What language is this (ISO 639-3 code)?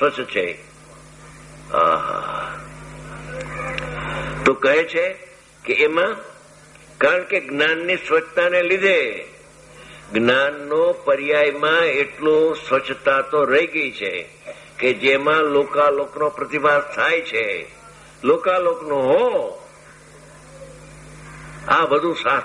guj